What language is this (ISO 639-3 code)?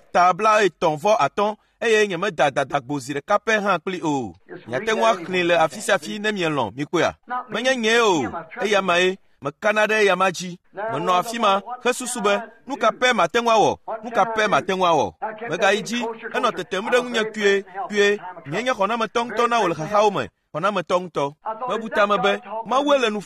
ewe